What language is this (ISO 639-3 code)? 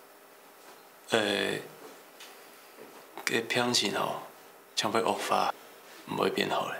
hak